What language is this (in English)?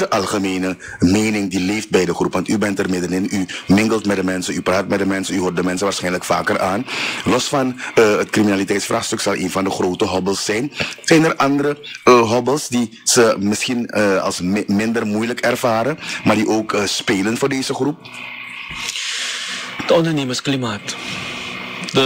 Dutch